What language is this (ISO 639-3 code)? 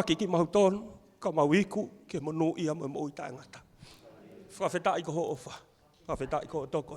ton